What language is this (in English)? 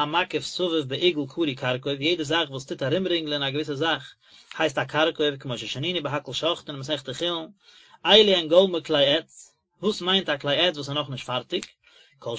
Yiddish